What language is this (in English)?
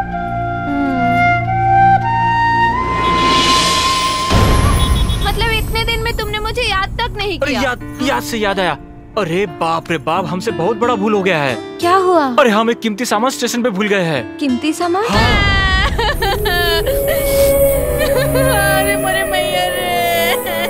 Bhojpuri